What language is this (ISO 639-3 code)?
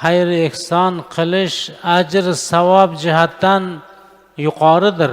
uzb